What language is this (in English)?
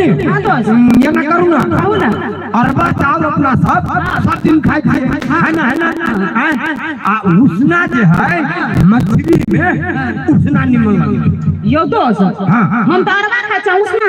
Maithili